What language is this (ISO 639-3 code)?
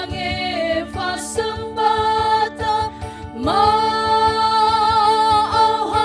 nia